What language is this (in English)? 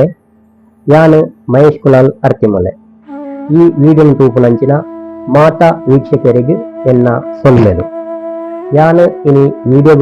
Tulu